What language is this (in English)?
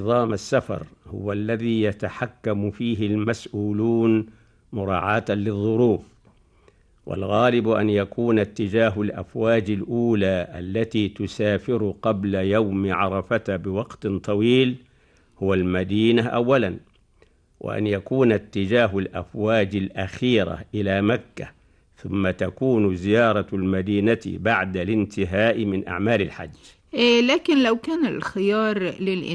Arabic